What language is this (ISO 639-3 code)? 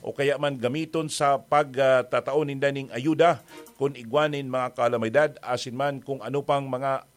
bik